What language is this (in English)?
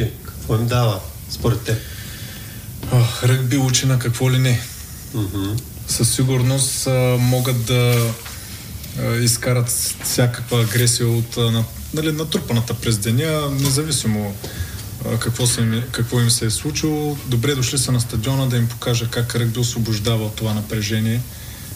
Bulgarian